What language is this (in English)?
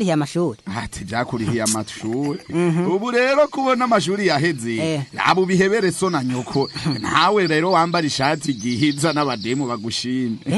Rundi